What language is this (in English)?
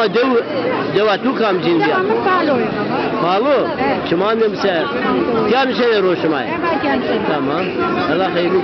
Zaza